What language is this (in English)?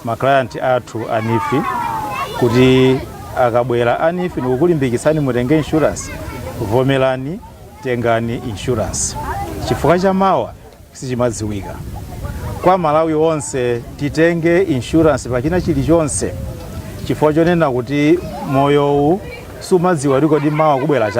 Nyanja